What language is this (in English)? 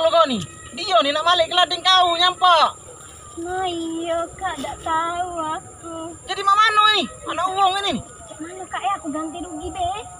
Musi